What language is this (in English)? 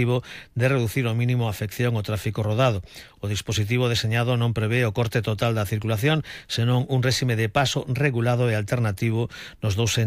Galician